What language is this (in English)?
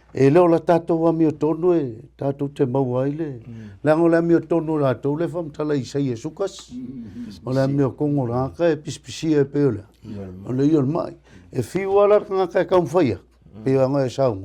Samoan